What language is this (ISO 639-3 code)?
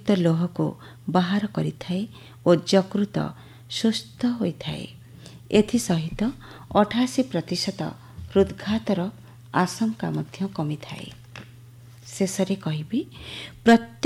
ori